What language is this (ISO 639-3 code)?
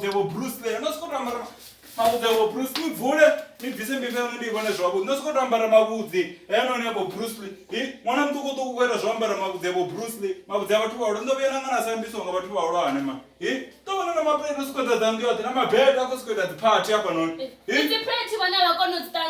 ven